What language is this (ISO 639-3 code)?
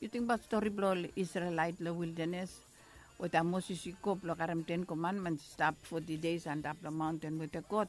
bis